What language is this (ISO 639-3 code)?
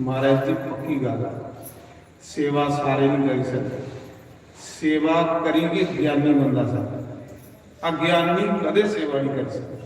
doi